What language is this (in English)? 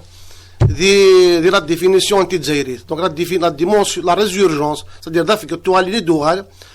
Kabyle